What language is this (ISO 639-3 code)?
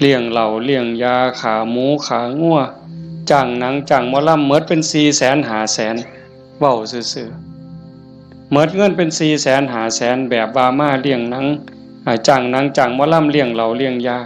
tts